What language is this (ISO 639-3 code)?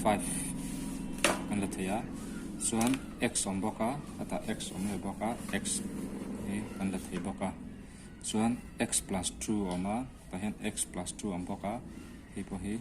lus